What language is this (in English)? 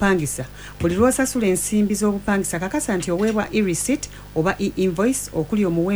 Ganda